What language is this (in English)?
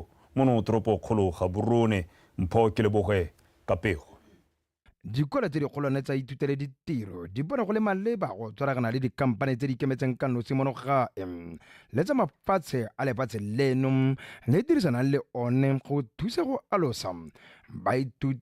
Tswana